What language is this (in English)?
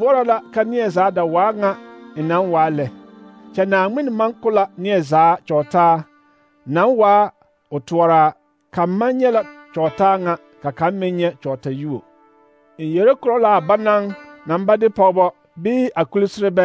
Southern Dagaare